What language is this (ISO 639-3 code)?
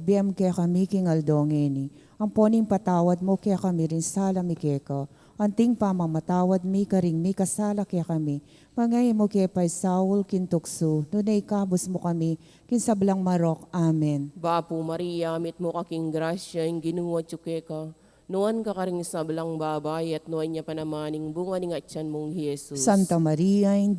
pam